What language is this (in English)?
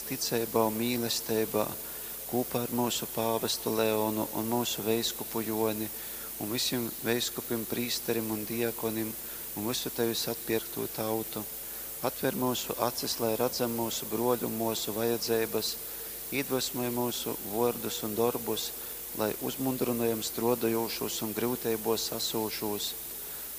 Latgalian